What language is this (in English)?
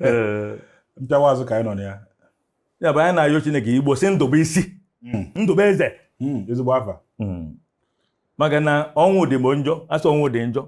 Igbo